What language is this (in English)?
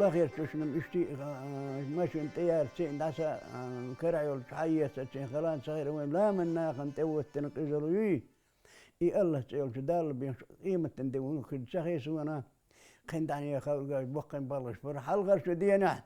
Chechen